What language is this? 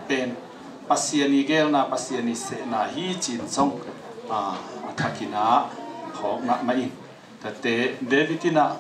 Tedim Chin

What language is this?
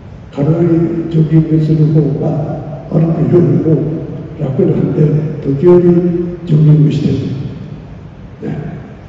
Japanese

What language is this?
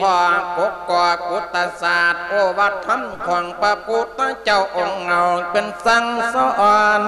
Lao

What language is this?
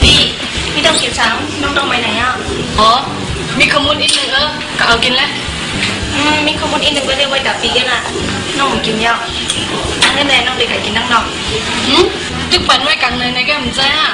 Shan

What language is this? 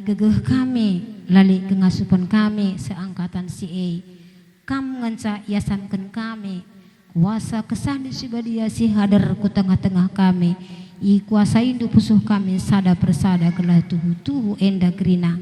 Batak Karo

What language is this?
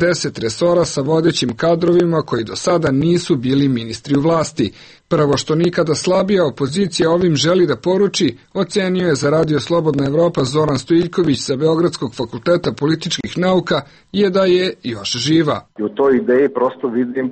Serbian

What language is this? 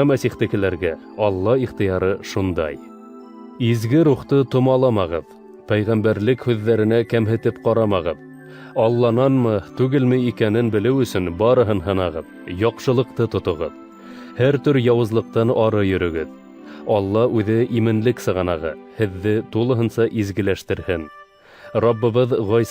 Bashkir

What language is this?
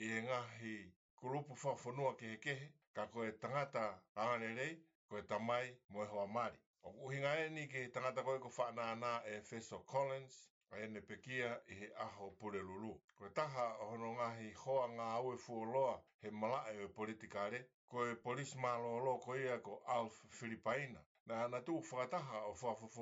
Tongan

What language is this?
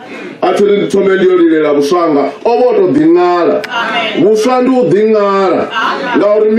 Venda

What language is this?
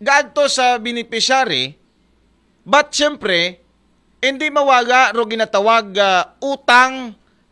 Aklanon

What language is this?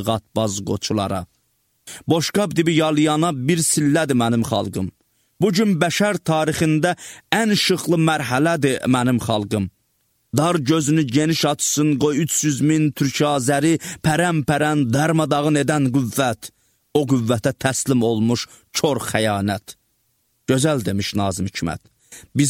Azerbaijani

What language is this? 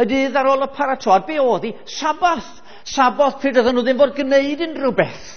Welsh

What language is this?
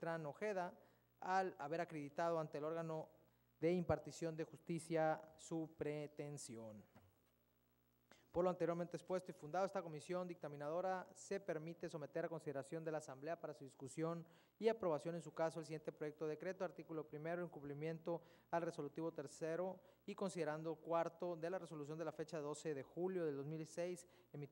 Spanish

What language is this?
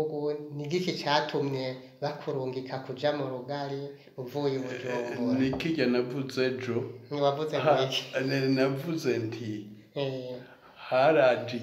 Rundi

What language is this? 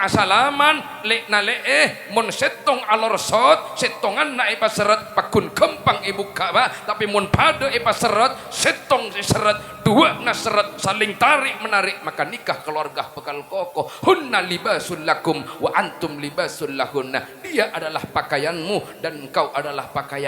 Madurese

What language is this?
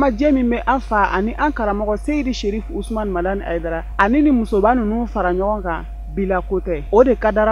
Bambara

